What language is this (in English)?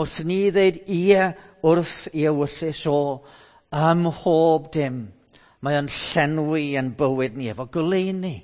Welsh